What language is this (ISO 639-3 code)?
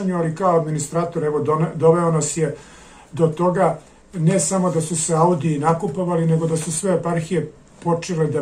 srp